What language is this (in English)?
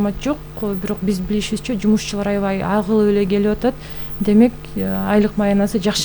Kyrgyz